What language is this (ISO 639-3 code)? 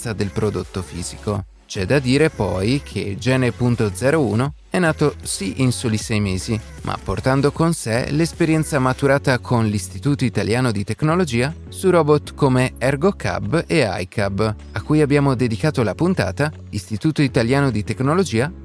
ita